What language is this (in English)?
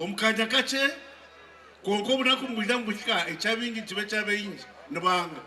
Nyankole